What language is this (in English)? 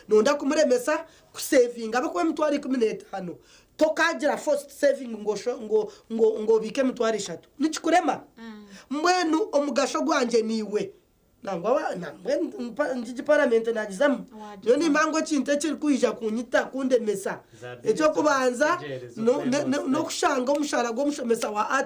Nyankole